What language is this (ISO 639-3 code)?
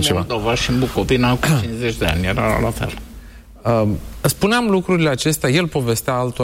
ron